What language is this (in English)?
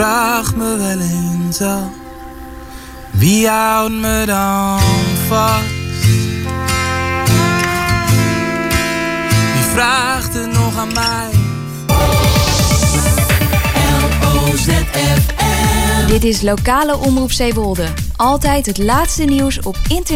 Dutch